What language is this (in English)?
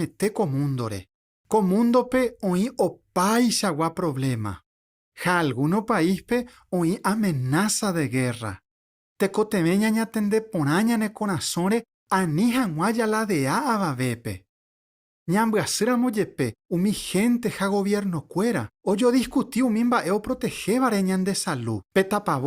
Guarani